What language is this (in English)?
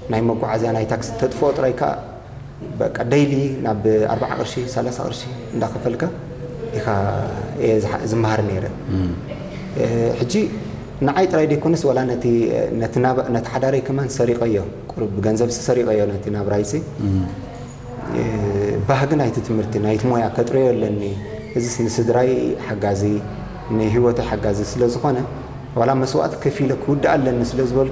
Tigrinya